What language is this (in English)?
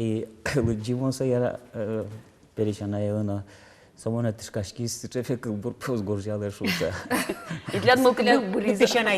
Udmurt